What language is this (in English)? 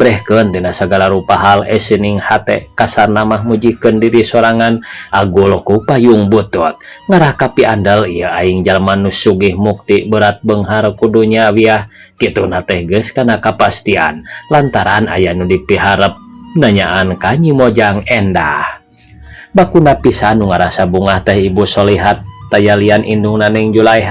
Sundanese